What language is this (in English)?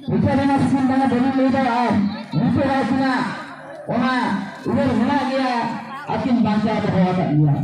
Santali